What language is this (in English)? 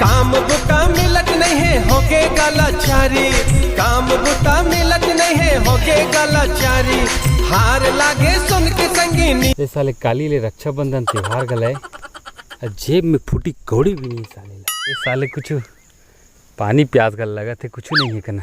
Chhattisgarhi